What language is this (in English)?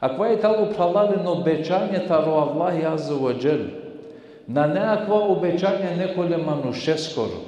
Balkan Romani